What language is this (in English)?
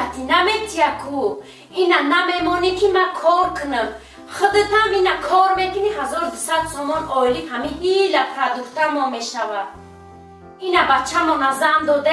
Tajik